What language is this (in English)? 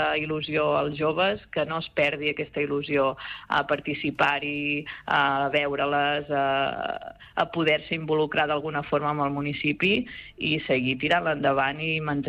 Catalan